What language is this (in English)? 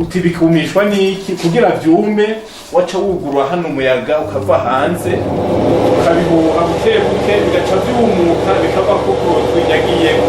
Rundi